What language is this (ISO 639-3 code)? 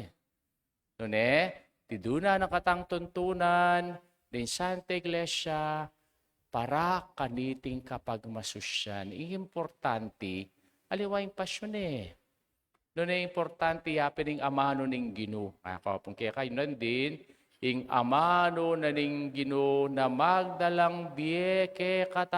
pam